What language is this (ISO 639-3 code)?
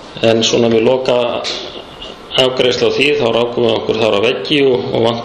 isl